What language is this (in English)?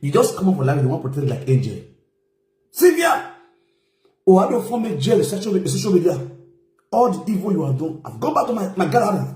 Nigerian Pidgin